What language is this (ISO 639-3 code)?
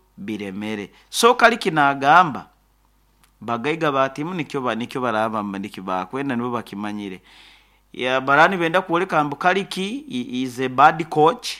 nyo